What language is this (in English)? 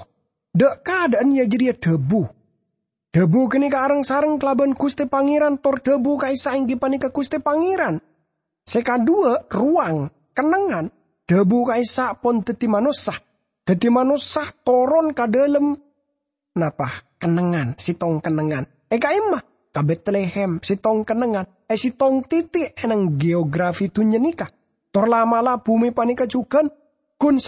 Madurese